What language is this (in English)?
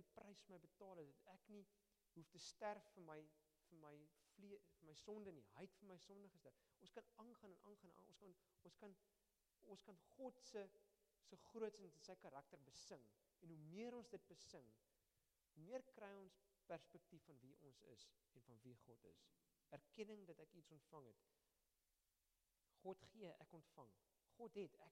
Afrikaans